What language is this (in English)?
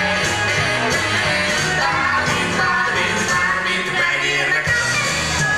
Hungarian